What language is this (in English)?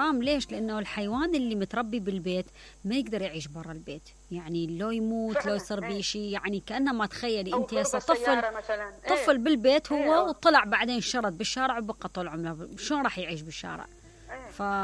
Mesopotamian Arabic